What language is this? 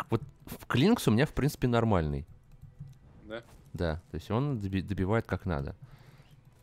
Russian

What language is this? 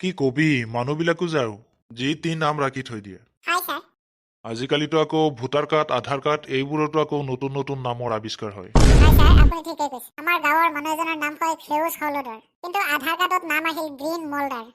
Assamese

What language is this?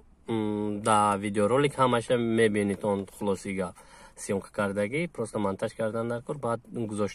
Tajik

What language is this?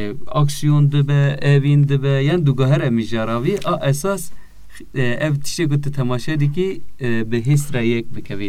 Kurdish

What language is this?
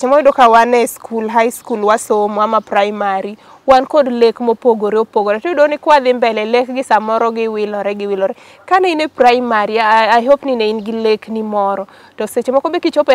Luo (Kenya and Tanzania)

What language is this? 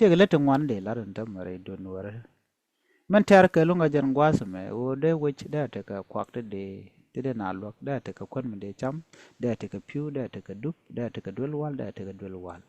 Nuer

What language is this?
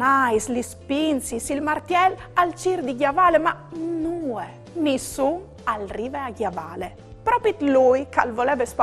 Friulian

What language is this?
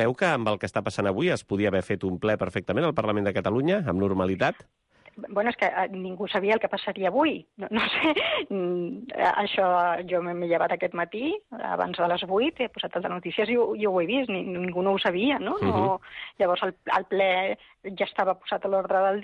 Catalan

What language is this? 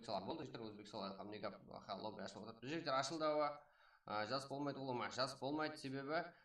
Kara-Kalpak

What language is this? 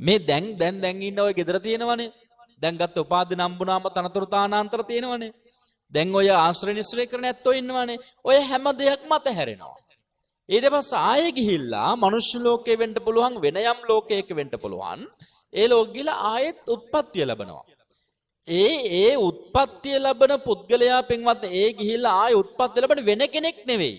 Sinhala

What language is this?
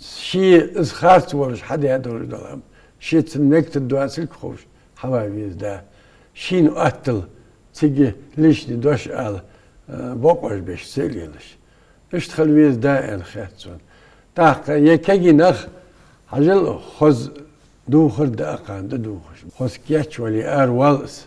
Ingush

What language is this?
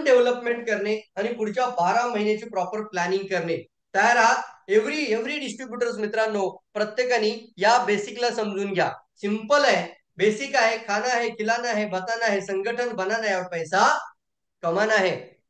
Marathi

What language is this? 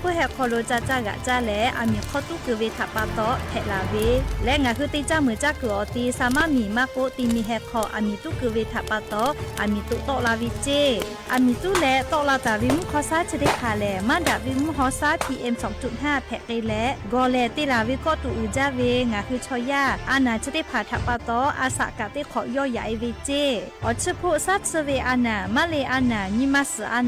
Lahu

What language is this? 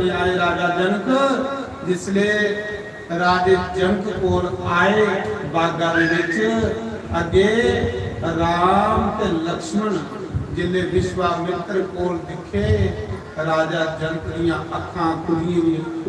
Dogri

